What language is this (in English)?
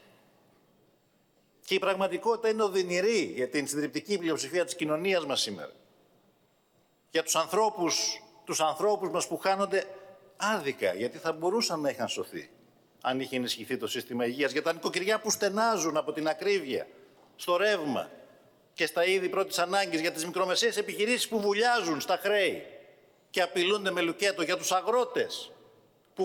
Greek